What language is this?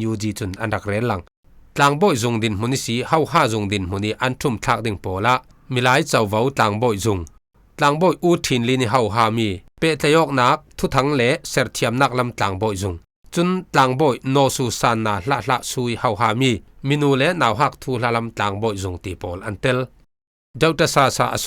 Falam Chin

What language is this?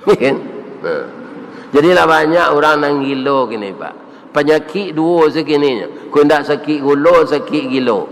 Minangkabau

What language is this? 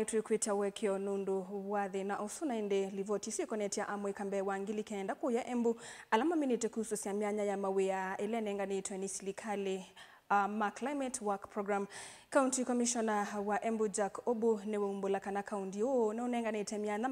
Kamba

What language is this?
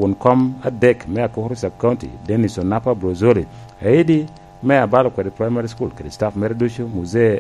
Lango (Uganda)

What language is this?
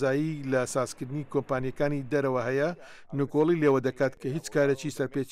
Central Kurdish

